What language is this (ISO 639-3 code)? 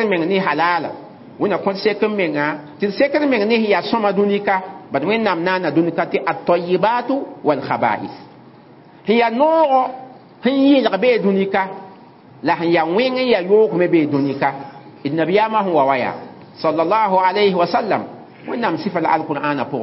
mos